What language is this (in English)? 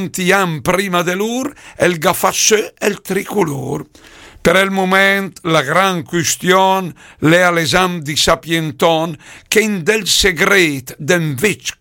Lombard